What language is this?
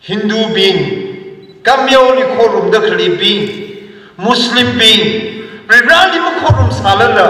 Tangkhul Naga (India)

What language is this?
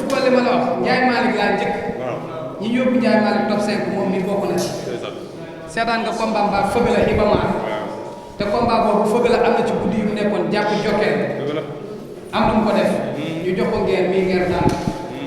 Wolof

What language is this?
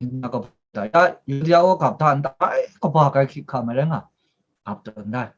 Kachin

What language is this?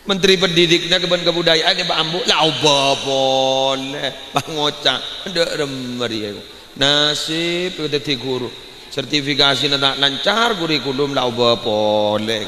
Madurese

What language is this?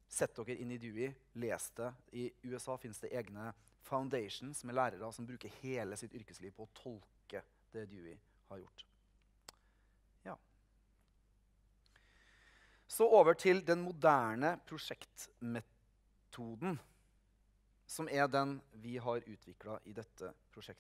Norwegian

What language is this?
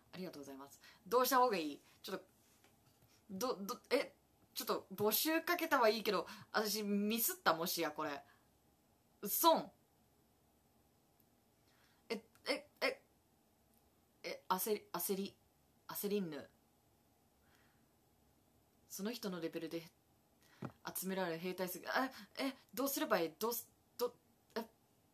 Japanese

